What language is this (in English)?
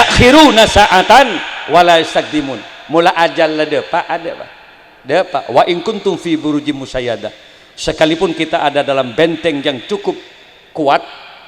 Madurese